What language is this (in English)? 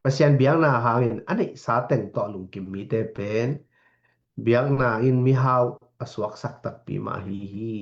Tedim Chin